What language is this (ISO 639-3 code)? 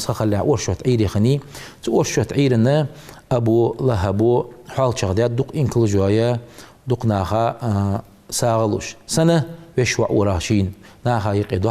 inh